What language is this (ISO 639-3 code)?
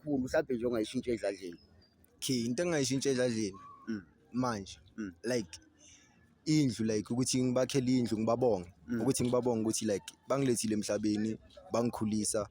zul